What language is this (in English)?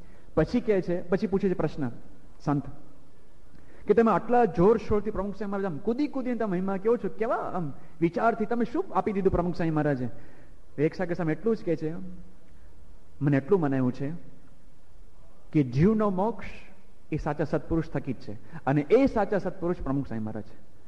Gujarati